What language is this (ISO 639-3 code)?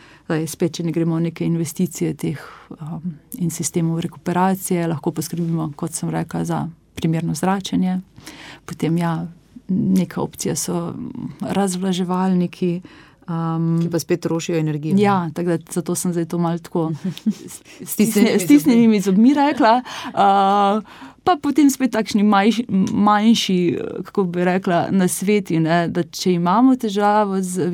slv